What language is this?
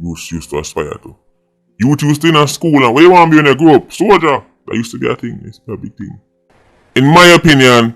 Jamaican Creole English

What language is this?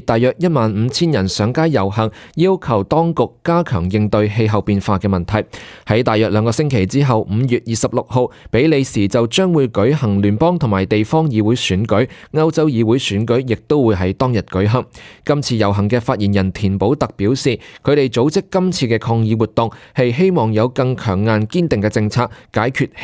Cantonese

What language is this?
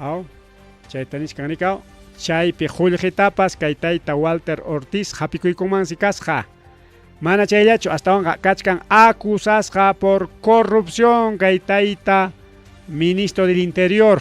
Ayacucho Quechua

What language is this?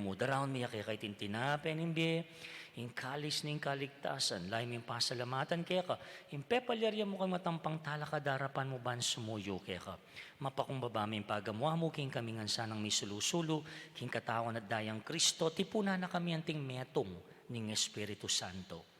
Pampanga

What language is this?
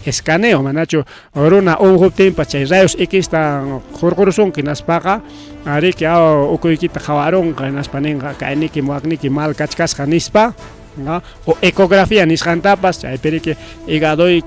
Ayacucho Quechua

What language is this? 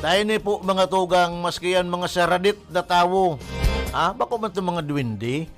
Bikol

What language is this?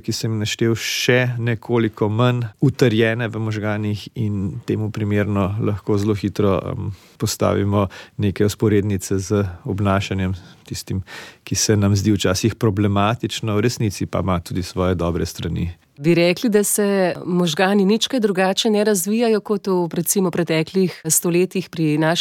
Slovenian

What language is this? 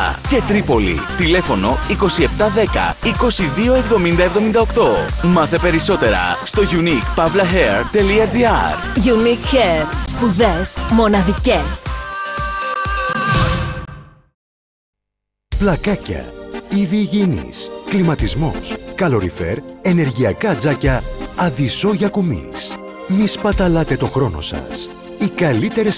Greek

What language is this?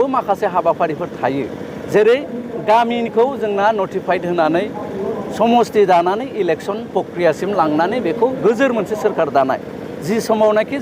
Bodo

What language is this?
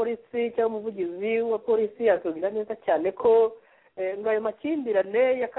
Kinyarwanda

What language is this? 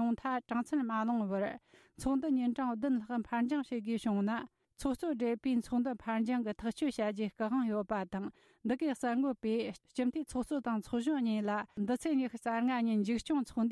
Tibetan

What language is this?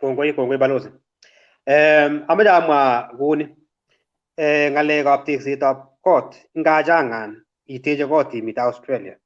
Kalenjin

